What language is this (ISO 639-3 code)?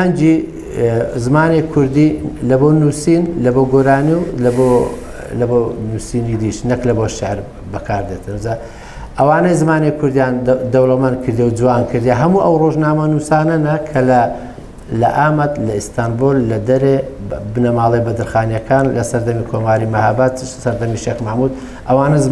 kur